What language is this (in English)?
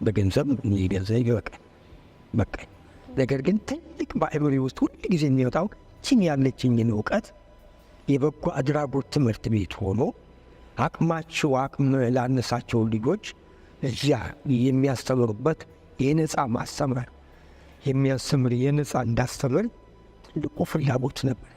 Amharic